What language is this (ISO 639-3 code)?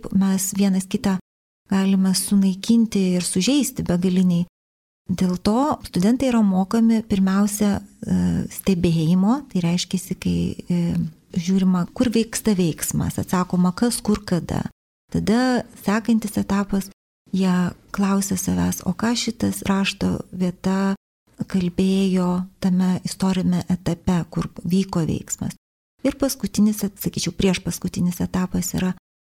lit